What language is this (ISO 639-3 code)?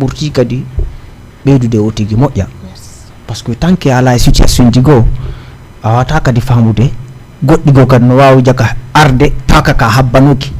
ful